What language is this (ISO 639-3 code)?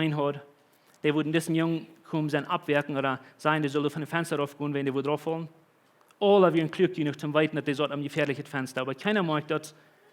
pdt